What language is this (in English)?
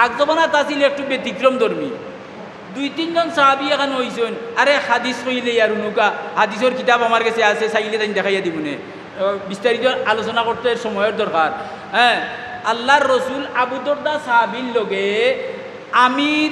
Sylheti